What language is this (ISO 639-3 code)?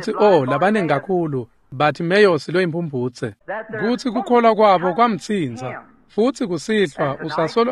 ssw